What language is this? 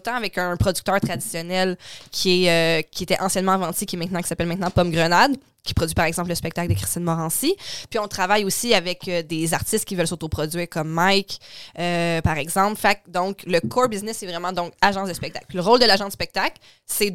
French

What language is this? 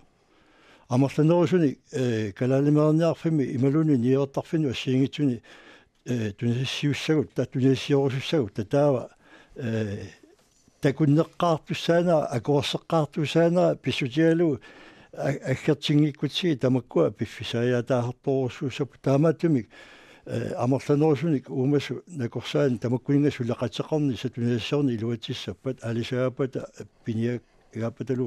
Kalaallisut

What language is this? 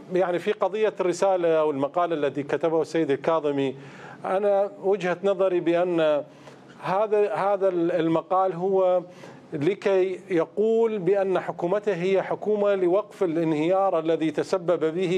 Mesopotamian Arabic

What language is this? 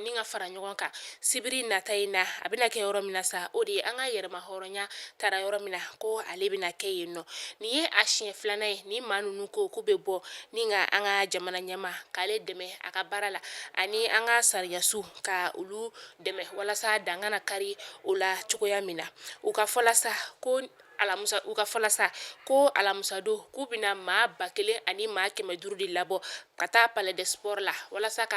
Bambara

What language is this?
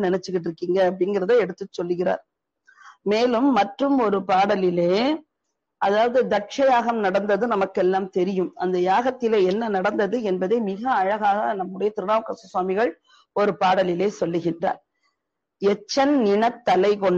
Tamil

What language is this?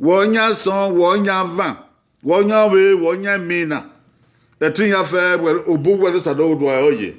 Bini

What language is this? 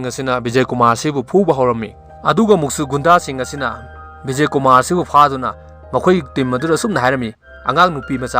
Manipuri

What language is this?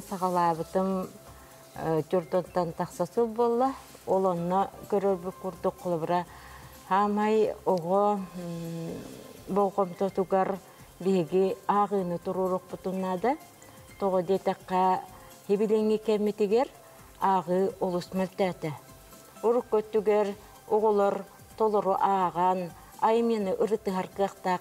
Yakut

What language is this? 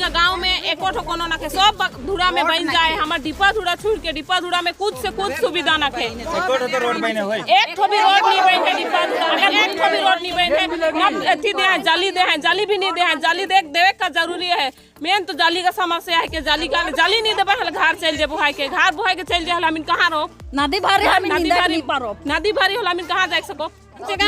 Sadri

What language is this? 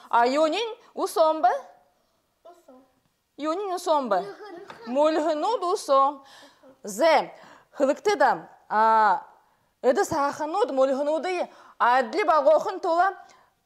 Buriat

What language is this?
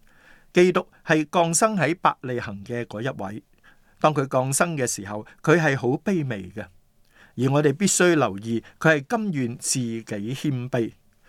Cantonese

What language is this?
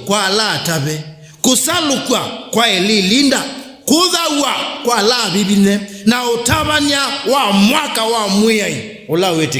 Kamba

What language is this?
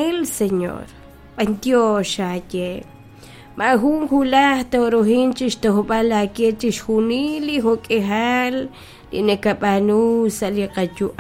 Kekchí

